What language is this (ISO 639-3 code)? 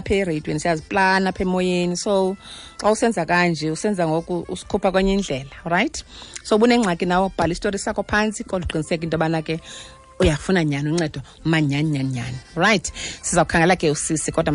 xho